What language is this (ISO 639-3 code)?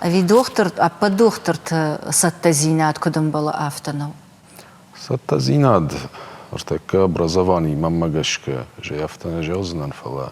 oss